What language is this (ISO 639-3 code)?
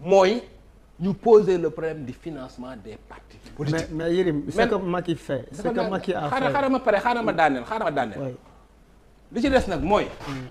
wol